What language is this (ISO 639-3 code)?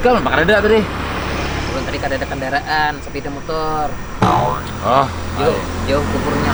bjn